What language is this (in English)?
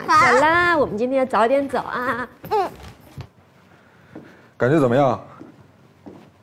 Chinese